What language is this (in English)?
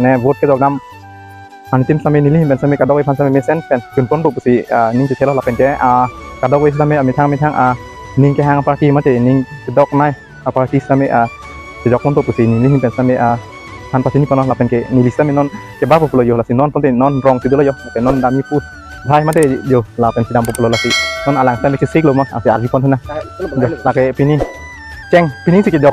Karbi